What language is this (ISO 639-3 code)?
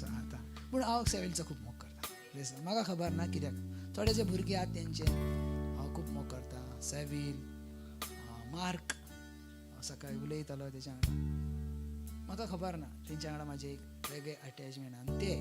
kok